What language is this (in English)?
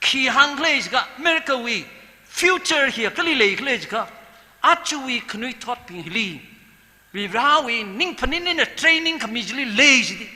Tangkhul Naga (India)